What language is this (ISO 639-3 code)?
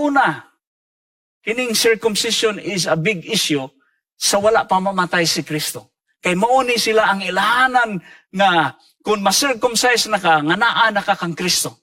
ceb